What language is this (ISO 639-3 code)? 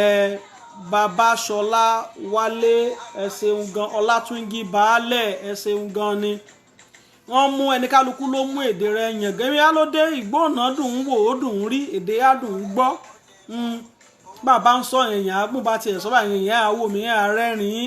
yor